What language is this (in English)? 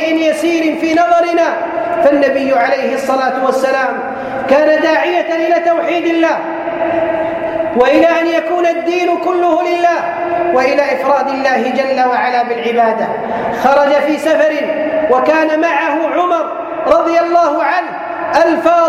Arabic